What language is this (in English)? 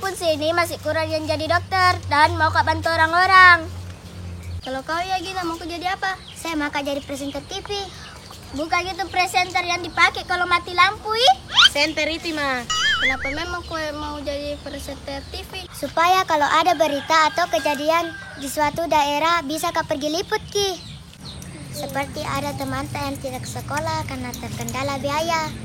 Makassar Malay